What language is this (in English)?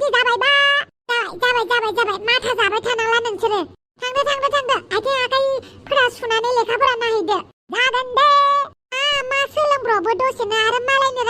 Bodo